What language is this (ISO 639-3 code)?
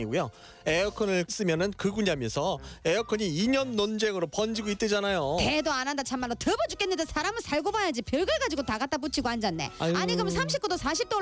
kor